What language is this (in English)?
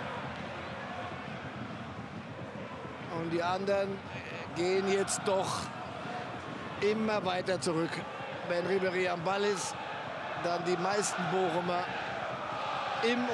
German